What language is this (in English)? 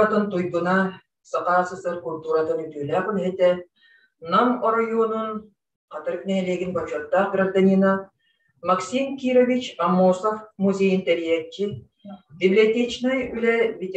Yakut